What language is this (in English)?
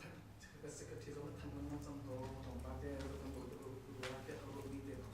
Hakha Chin